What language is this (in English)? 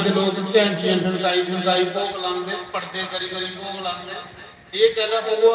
Dogri